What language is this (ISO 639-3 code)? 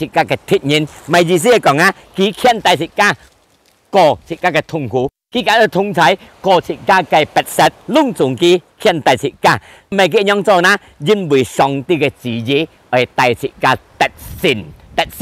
hak